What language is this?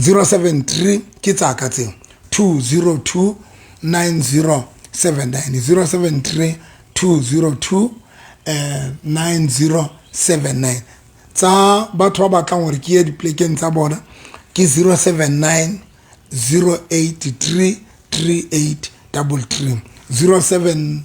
Southern Sotho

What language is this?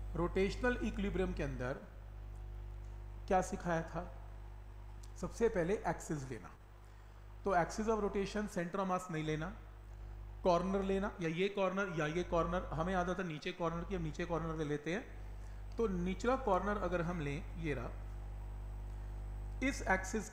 Hindi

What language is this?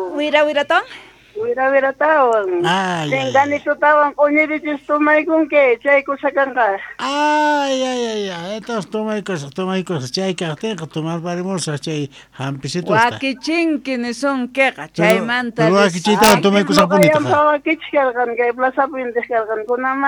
South Bolivian Quechua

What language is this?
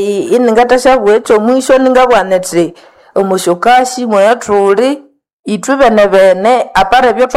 Nande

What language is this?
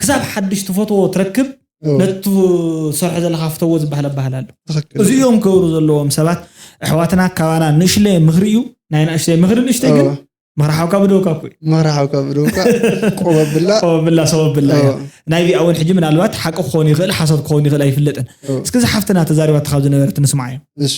Tigrinya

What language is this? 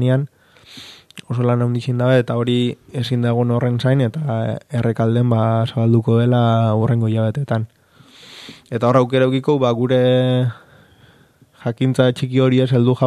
Basque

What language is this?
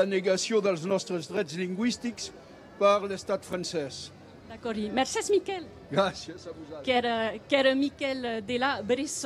Occitan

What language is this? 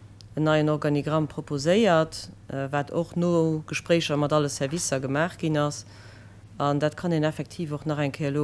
Luxembourgish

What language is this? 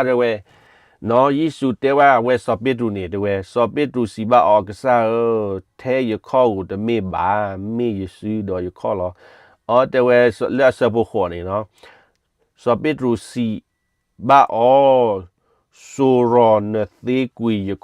S'gaw Karen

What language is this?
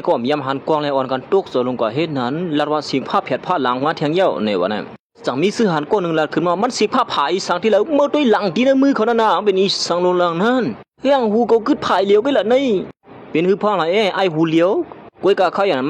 Shan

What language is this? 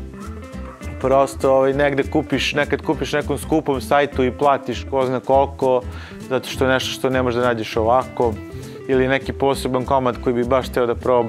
Serbian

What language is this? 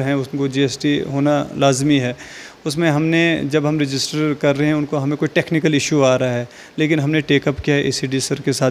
Hindi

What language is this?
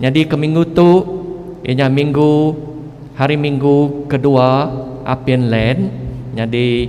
Iban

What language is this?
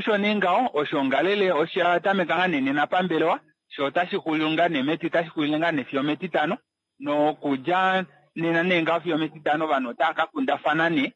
Kuanyama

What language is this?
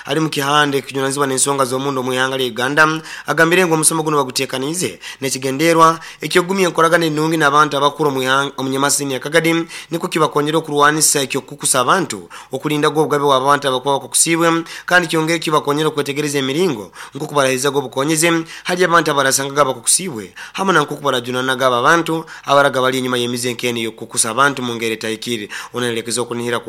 Nyoro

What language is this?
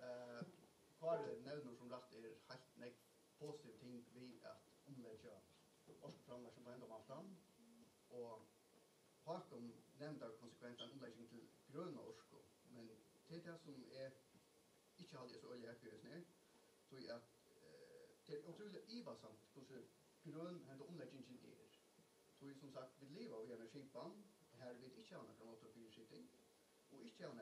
Faroese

